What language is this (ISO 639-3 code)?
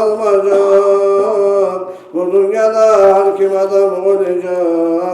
kum